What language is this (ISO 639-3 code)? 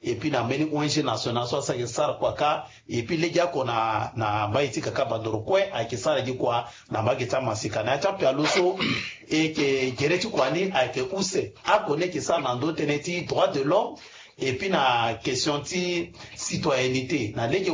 sag